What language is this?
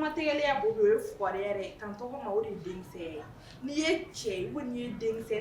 Bambara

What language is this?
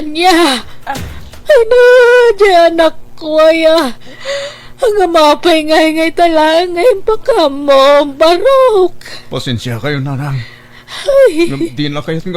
Iloko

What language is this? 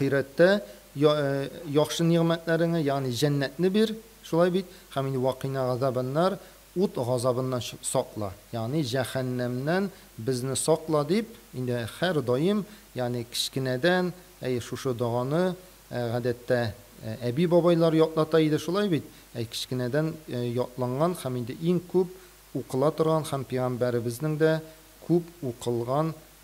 Tatar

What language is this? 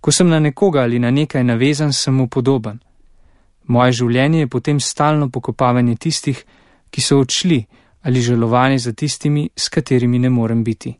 Slovenian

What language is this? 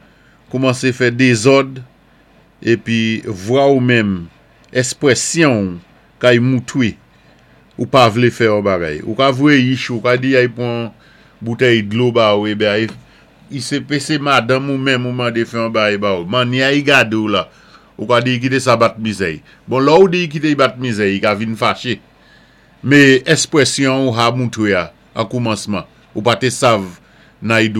Saint Lucian Creole French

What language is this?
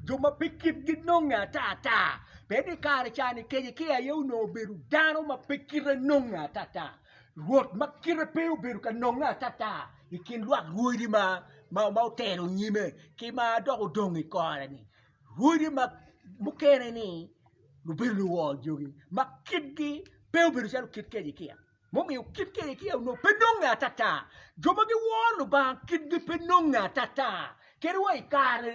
Acoli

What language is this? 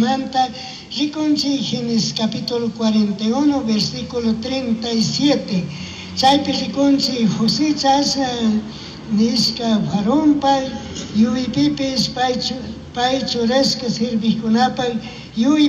Chimborazo Highland Quichua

